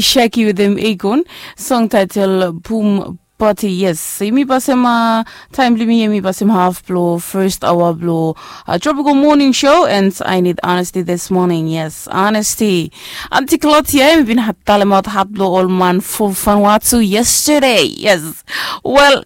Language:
Bislama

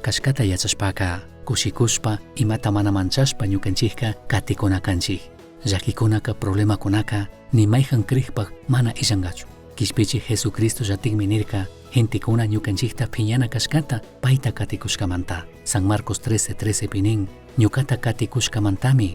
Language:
Chimborazo Highland Quichua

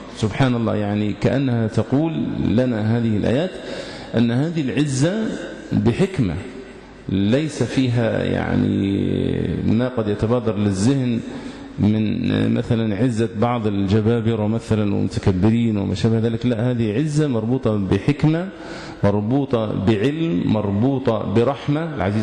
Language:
Arabic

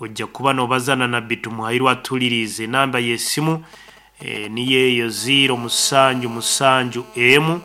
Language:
Nyoro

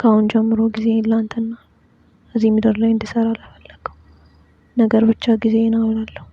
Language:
Amharic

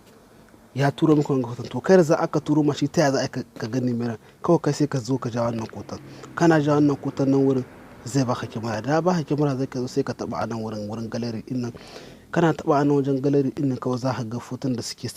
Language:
Hausa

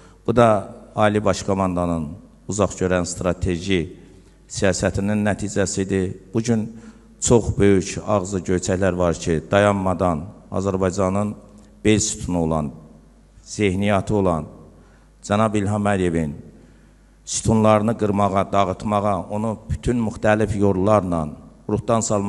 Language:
Azerbaijani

